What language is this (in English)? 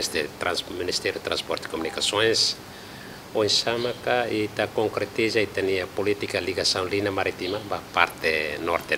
Tetum